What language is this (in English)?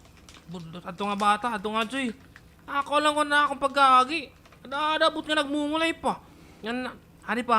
Waray